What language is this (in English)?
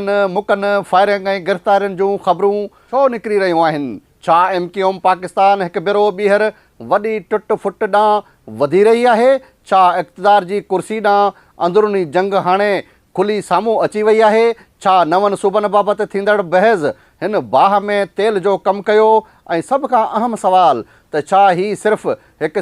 Sindhi